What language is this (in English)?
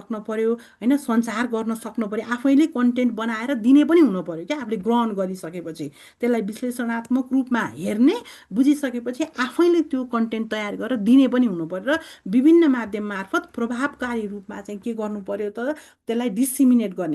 Nepali